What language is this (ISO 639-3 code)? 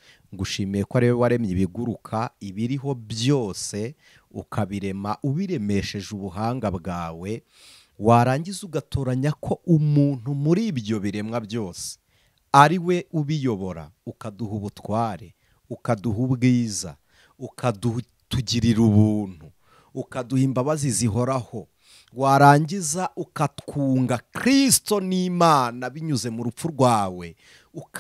kin